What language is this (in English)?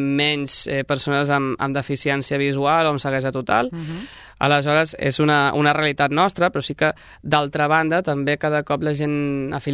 Catalan